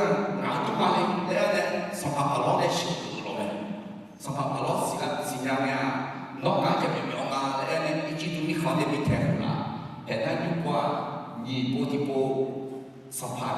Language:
Akha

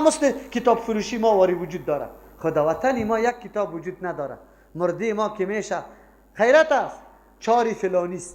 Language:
Persian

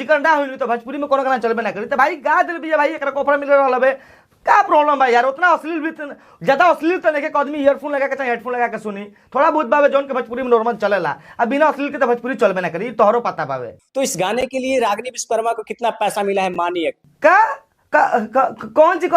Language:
Bhojpuri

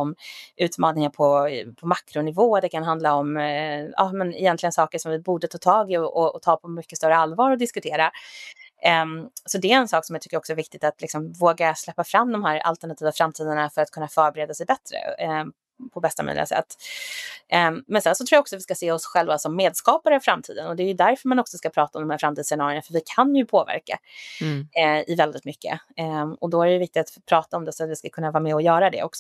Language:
Swedish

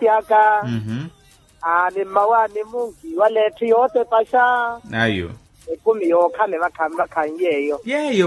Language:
Makhuwa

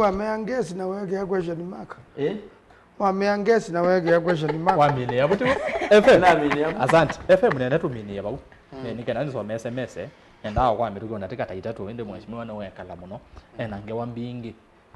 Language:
Kamba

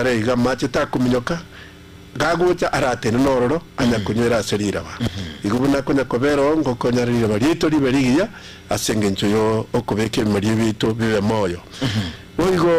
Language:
Gusii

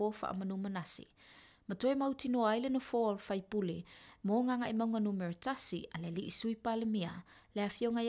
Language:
Samoan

